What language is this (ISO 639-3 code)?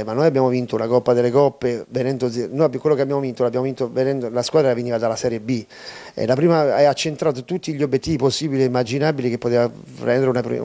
ita